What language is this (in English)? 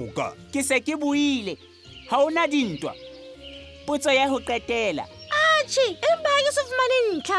Southern Sotho